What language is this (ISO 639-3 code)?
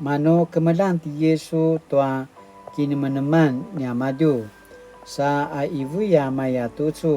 pwn